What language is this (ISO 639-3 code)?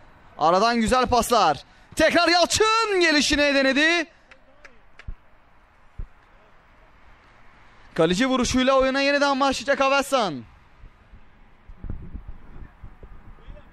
tur